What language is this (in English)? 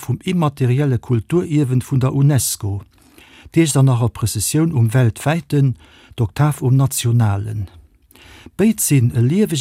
Luxembourgish